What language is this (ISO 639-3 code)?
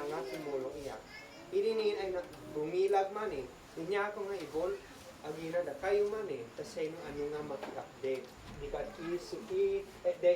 isd